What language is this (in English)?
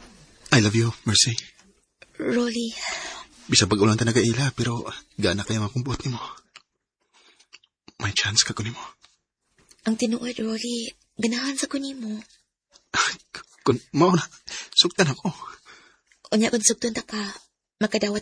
Cebuano